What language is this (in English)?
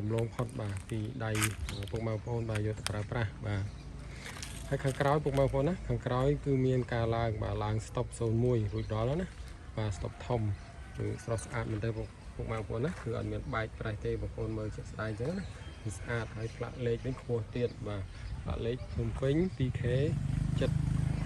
Khmer